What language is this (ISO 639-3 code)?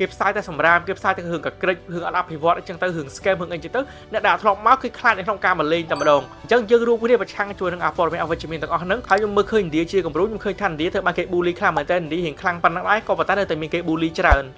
khm